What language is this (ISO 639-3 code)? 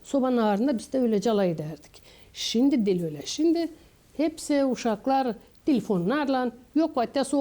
gag